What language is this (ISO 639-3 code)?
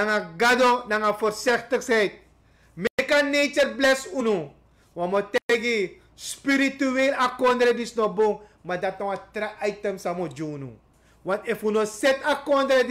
srn